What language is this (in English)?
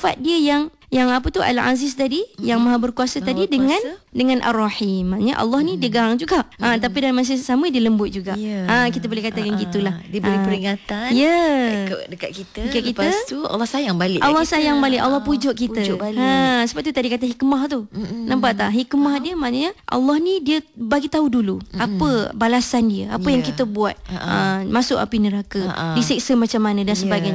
Malay